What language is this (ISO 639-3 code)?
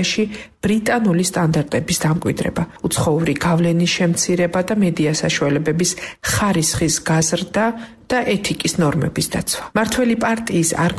kat